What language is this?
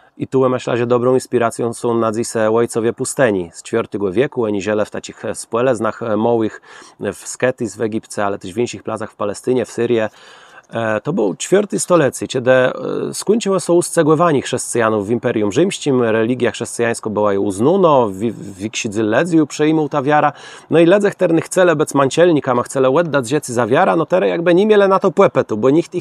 Kashubian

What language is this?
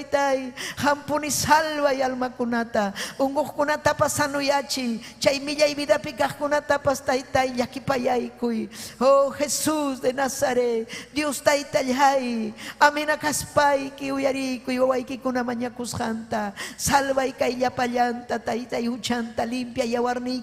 Ayacucho Quechua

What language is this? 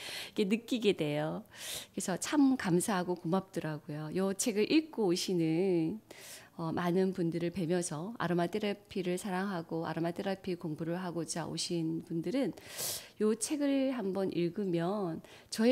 Korean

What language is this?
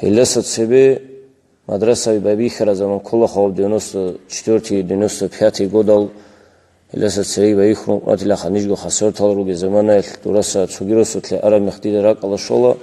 Avaric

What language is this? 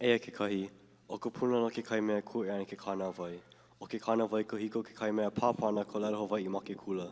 Hawaiian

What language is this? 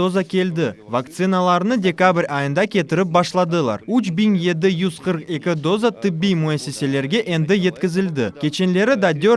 Crimean Tatar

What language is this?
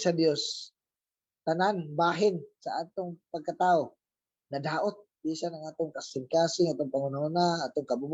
Cebuano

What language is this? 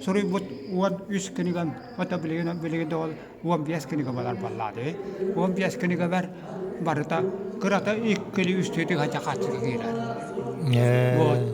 Yakut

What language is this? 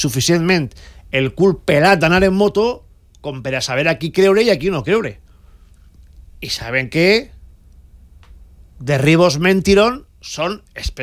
Catalan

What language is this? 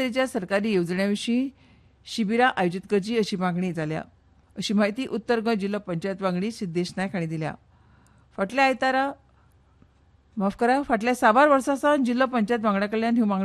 Konkani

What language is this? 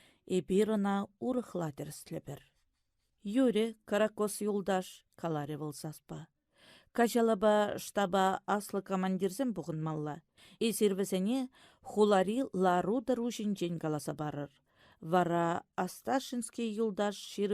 Chuvash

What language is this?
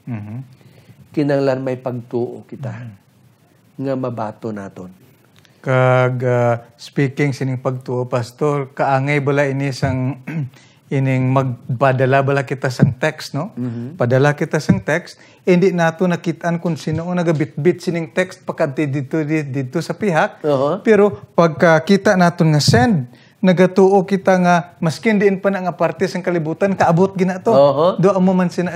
Hiligaynon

